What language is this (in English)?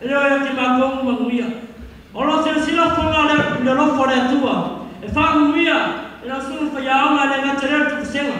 Samoan